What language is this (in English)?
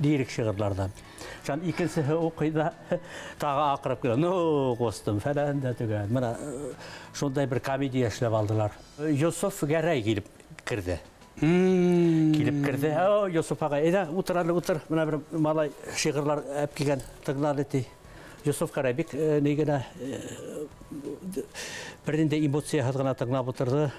Bashkir